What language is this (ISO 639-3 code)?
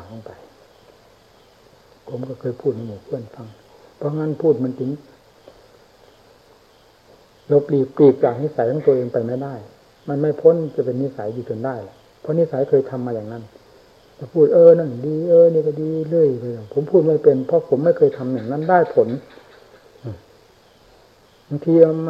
tha